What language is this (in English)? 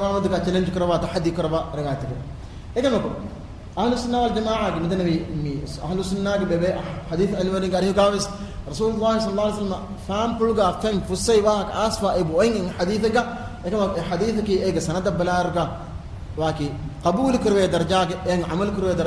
Divehi